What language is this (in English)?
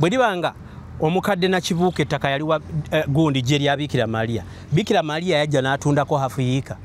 Ganda